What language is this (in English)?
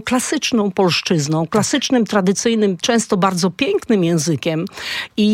Polish